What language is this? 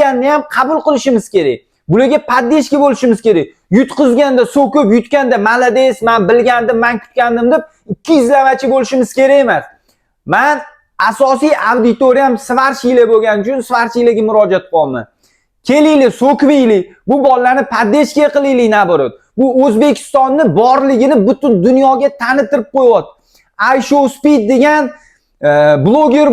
Uzbek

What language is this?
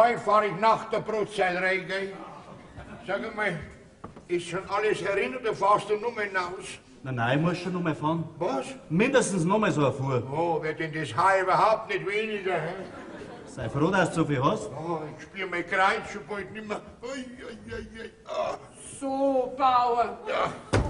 Bavarian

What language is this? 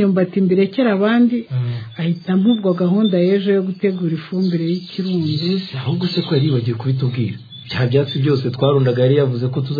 Kinyarwanda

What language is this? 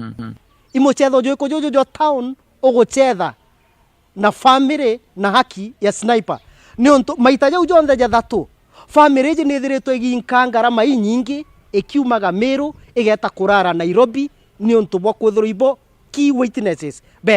Meru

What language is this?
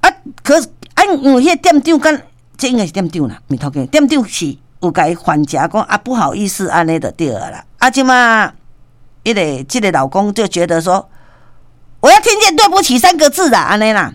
Min Nan Chinese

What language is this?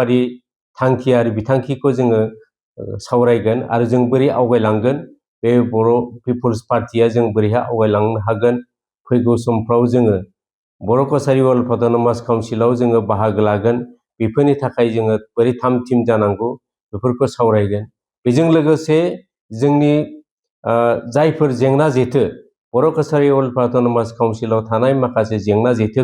Bodo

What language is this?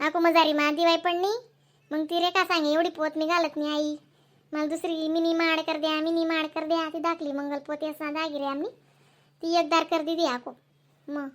Khandesi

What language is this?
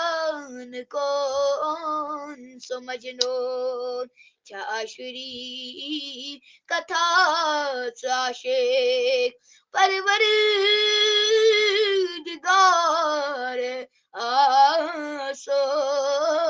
Kashmiri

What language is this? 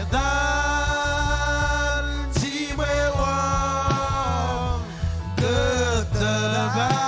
Marshallese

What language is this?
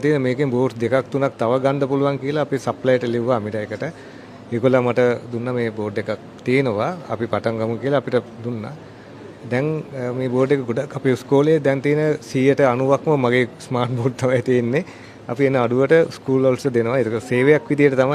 Sinhala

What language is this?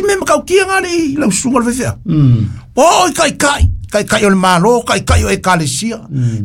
Samoan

